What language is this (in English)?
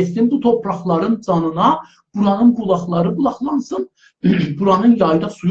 South Azerbaijani